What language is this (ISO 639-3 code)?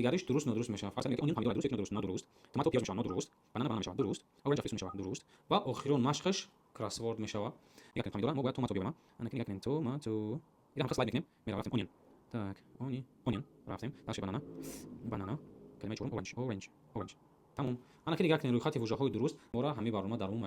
tgk